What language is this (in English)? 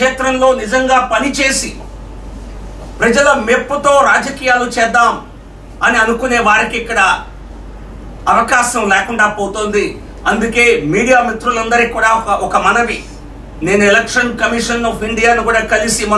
Telugu